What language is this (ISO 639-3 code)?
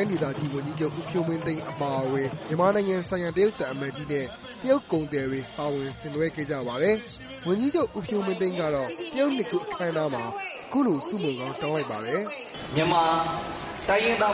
mya